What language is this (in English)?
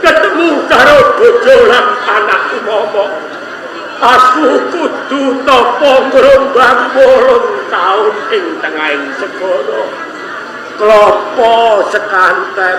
Javanese